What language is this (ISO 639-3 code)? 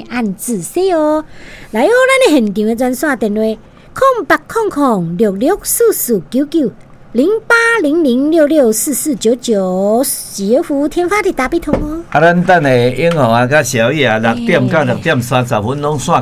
nan